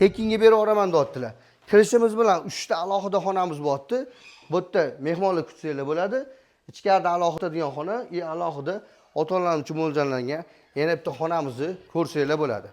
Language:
Uzbek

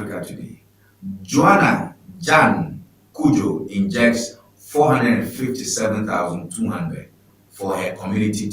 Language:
Ewe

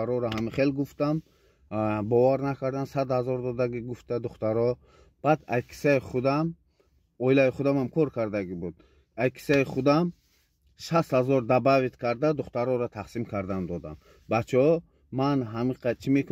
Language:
Tajik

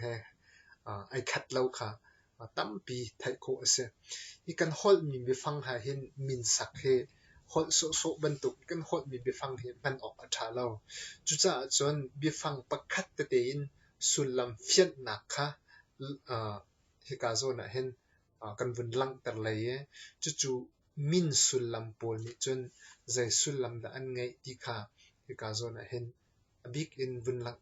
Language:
Hakha Chin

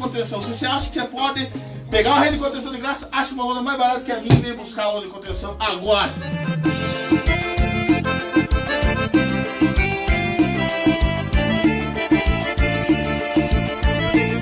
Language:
Portuguese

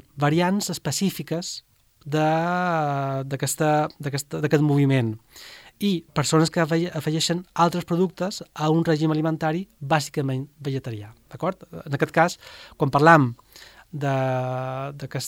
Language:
Catalan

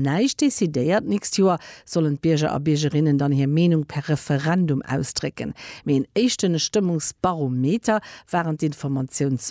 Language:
Luxembourgish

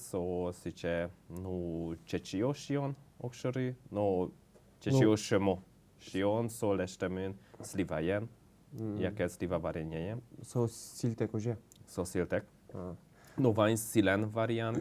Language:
Udmurt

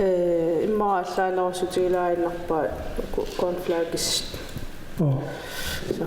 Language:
Kalaallisut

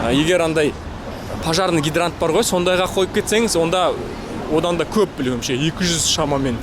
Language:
Kazakh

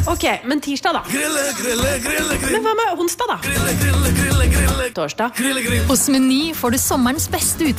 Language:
Norwegian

